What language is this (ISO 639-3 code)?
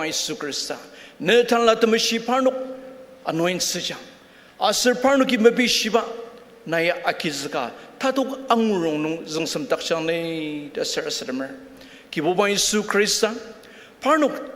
njo